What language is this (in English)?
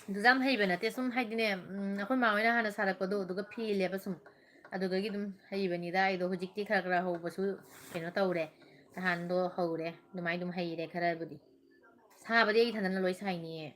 Manipuri